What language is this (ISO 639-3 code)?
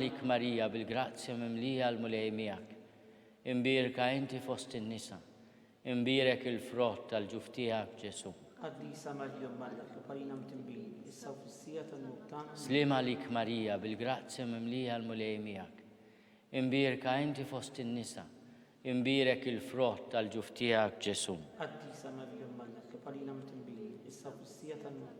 mlt